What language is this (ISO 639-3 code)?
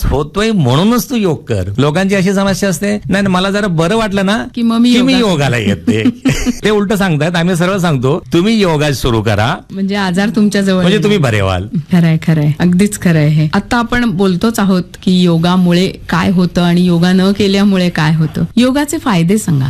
mar